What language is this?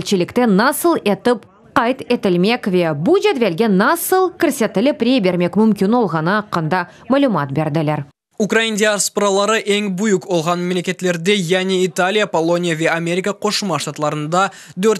Crimean Tatar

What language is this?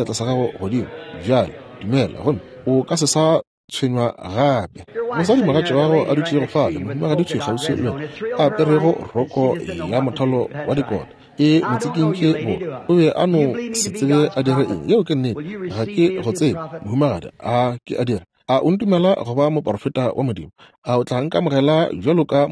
Northern Sotho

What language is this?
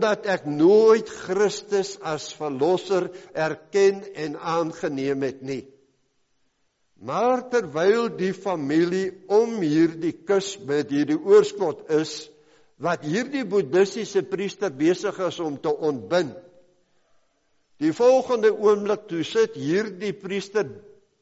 Afrikaans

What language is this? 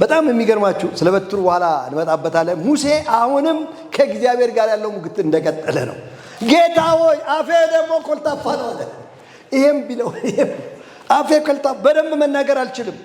Amharic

